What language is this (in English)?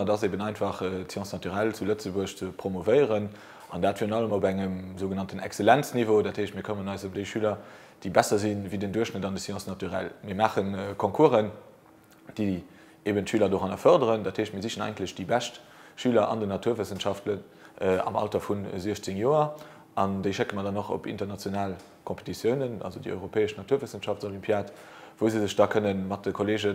Luxembourgish